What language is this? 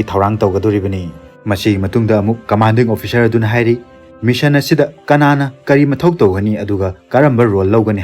Manipuri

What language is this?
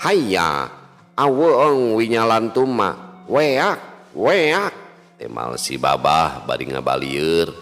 Sundanese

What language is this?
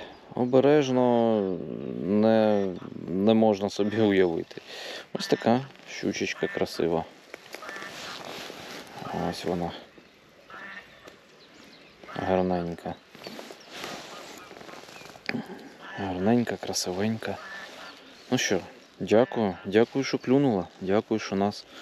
Ukrainian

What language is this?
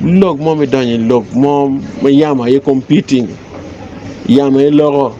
Acoli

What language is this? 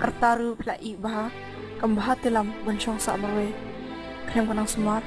Khasi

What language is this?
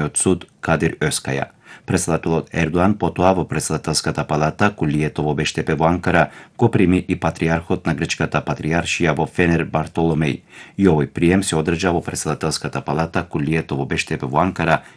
Macedonian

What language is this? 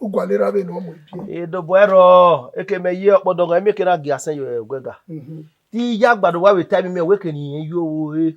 Bini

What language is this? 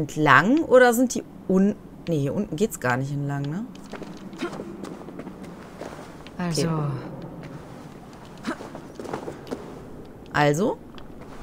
German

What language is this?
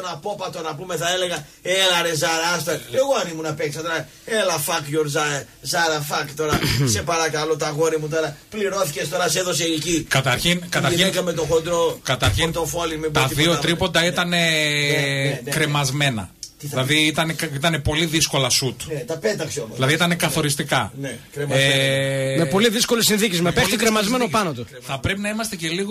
Greek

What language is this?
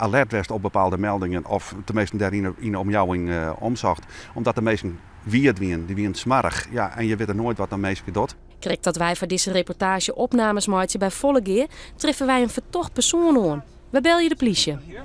Western Frisian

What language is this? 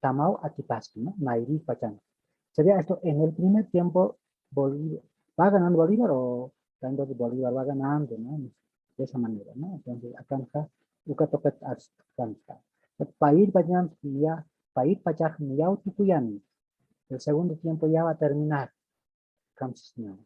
Aymara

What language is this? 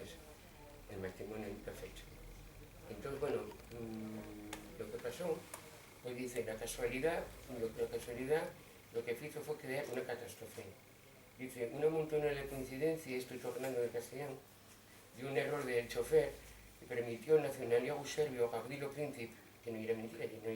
Asturian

